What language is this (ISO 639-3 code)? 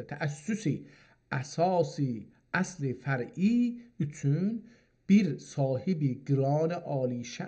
azb